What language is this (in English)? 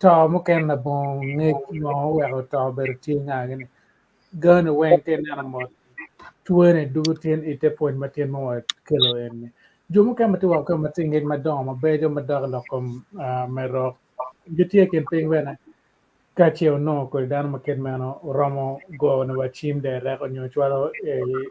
Acoli